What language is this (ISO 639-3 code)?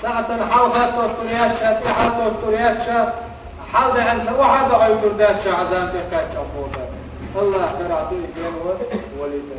che